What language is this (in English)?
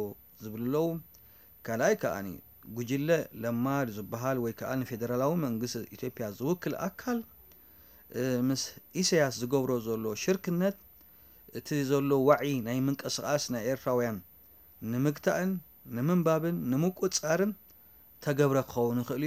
Tigrinya